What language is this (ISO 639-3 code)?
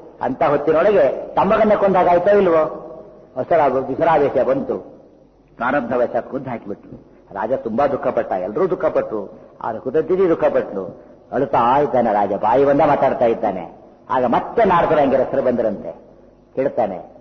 kan